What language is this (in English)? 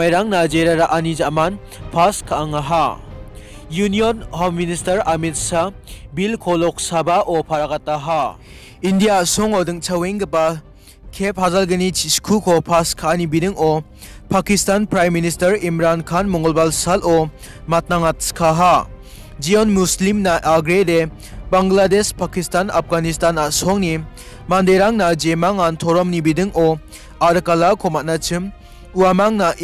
Garo